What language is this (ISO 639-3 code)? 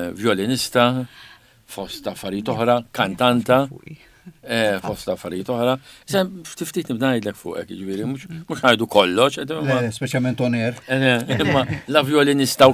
mlt